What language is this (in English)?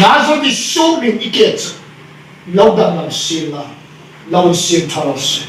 Hmar